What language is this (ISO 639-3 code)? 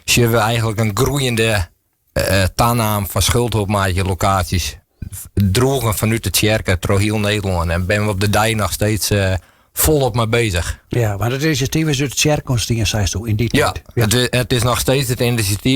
fry